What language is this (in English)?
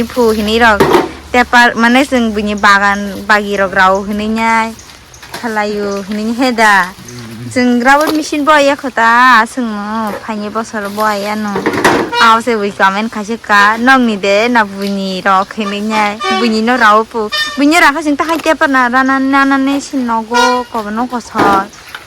Kok Borok